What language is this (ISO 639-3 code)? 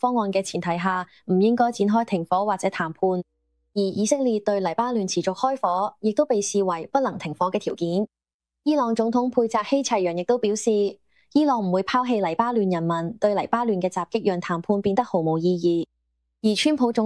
yue